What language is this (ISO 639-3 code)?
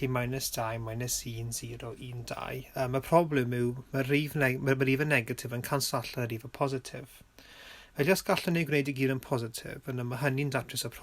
cym